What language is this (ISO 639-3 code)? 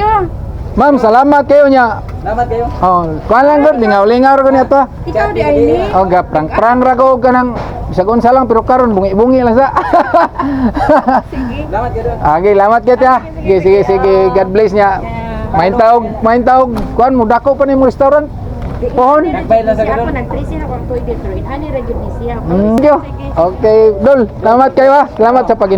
ceb